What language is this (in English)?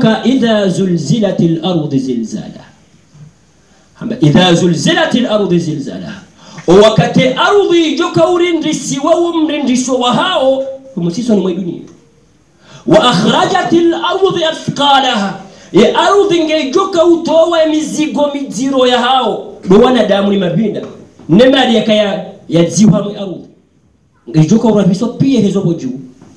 Swahili